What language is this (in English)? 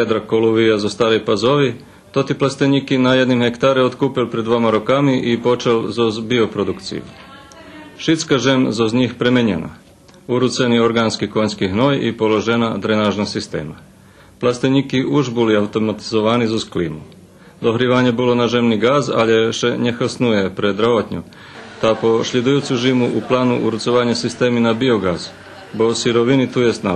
Rusyn